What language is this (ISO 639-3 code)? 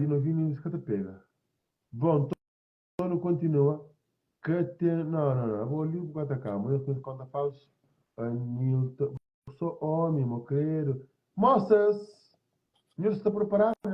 kea